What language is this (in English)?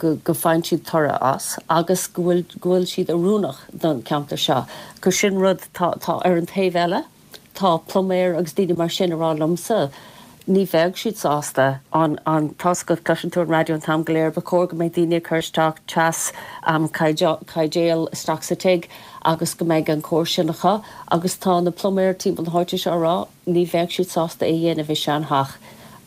Irish